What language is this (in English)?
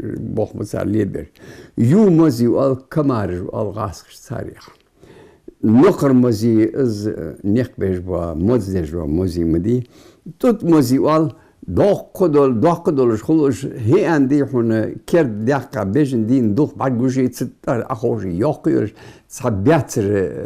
Ingush